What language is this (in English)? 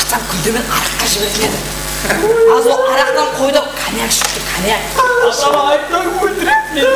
Kara-Kalpak